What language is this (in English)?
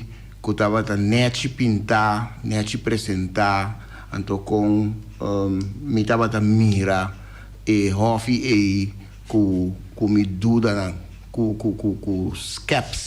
Papiamento